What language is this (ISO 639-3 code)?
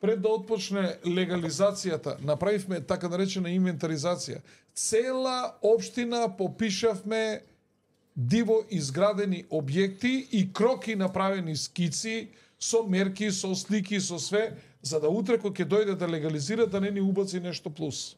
mkd